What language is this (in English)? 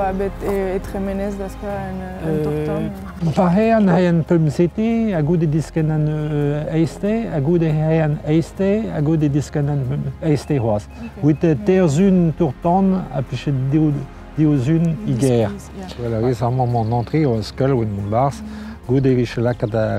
Breton